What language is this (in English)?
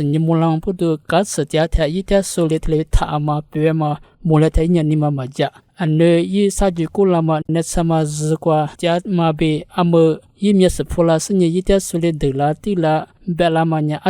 Lisu